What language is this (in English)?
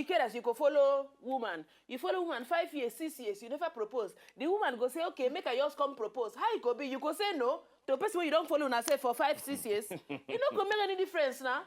Nigerian Pidgin